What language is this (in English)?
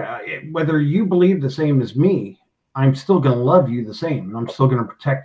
English